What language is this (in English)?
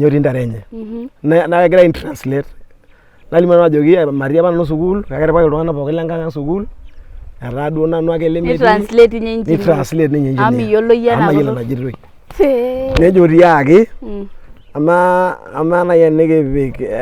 Masai